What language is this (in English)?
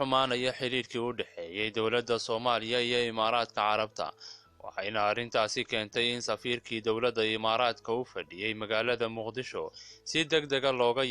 Somali